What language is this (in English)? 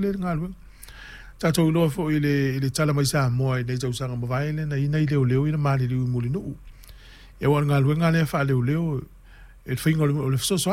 Samoan